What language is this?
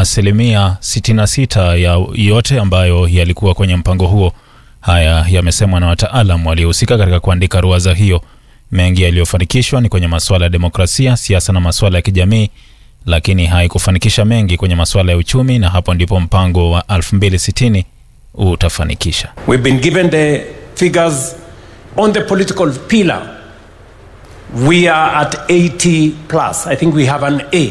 Swahili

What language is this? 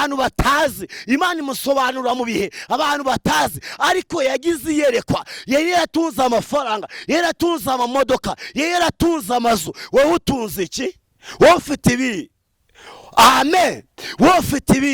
Kinyarwanda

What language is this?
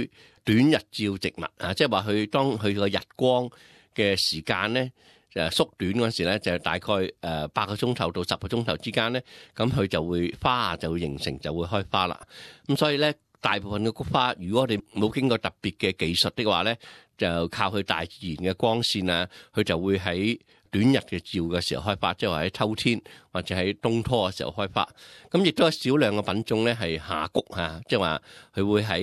Cantonese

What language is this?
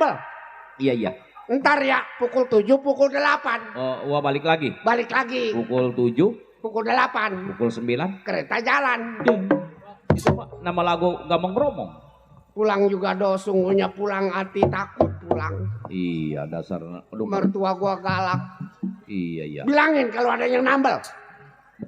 Betawi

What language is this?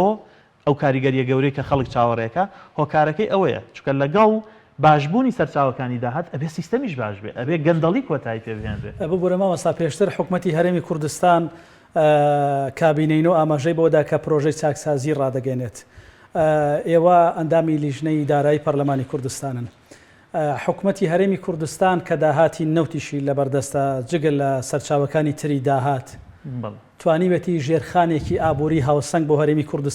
Central Kurdish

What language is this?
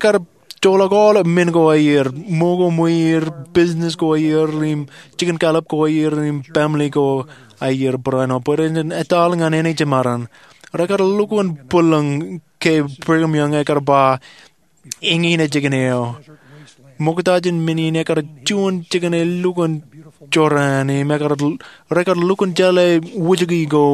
Marshallese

